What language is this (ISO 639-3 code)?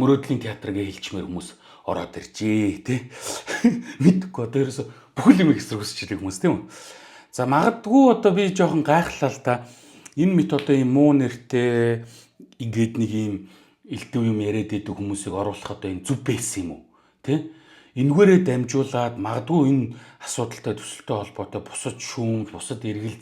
mon